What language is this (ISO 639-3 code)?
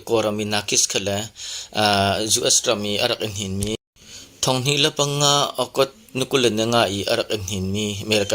cnh